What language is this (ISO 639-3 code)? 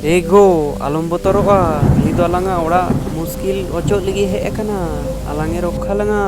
sat